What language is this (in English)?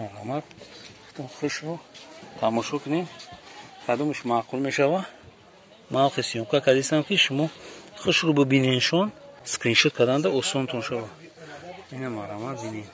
Tajik